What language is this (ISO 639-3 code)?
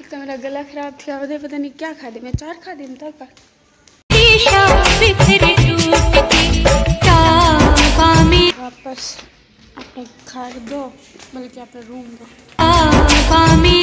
skr